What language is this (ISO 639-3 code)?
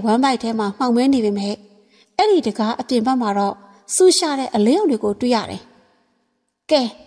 mya